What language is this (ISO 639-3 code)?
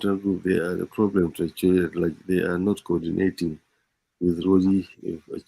ach